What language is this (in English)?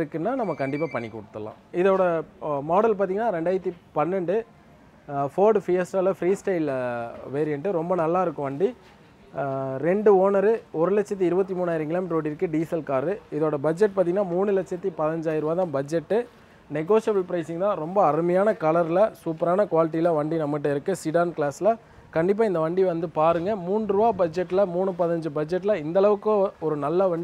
Tamil